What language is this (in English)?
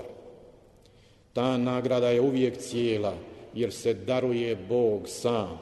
Croatian